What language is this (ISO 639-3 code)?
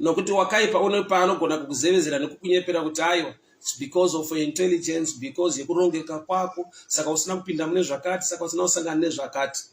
sna